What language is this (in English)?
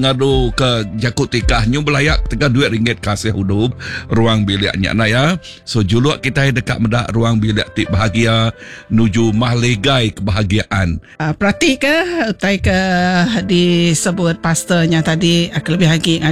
Iban